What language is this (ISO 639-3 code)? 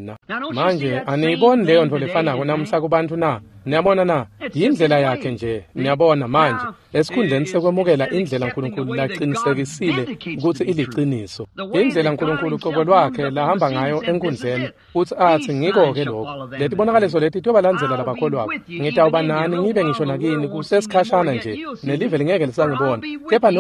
ssw